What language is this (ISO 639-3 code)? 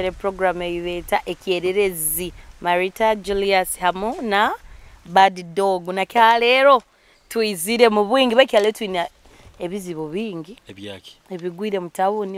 nyo